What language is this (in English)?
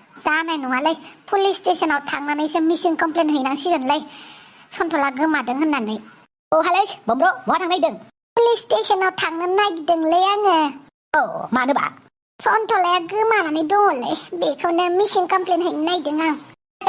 Bodo